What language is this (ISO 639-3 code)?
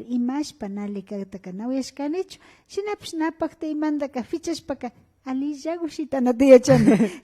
qvi